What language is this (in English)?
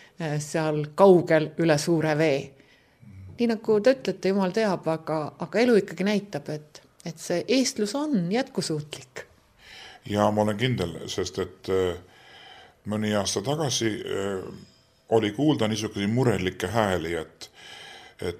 Estonian